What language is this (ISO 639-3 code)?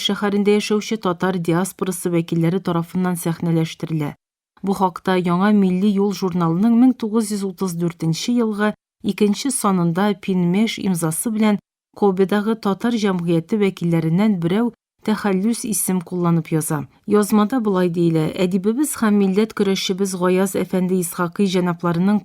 tat